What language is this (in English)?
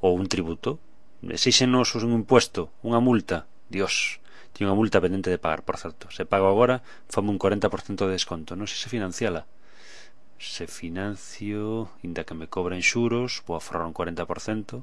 Galician